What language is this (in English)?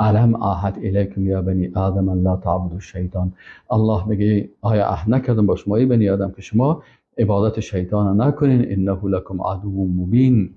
Persian